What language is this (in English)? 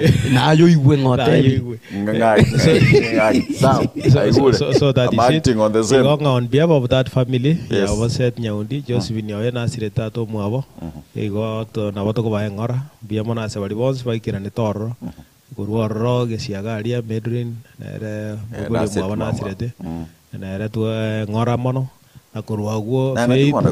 Gusii